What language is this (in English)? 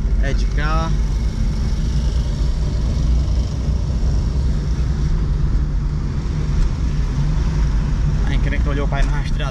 Portuguese